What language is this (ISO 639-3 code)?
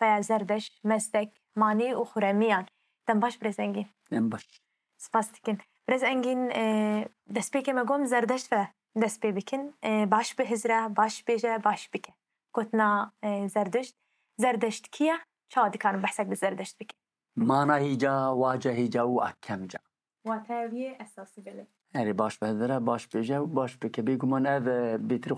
kur